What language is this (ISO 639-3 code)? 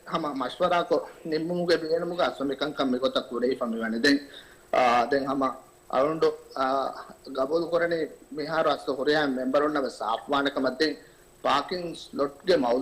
div